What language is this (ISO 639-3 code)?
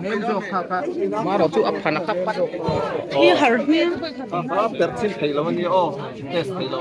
lus